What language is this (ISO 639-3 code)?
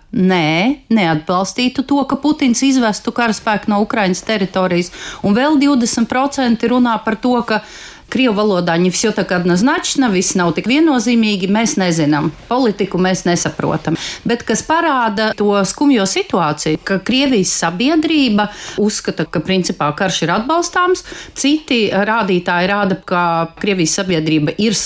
lav